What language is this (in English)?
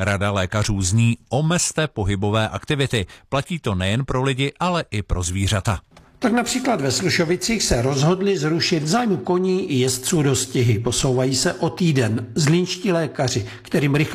Czech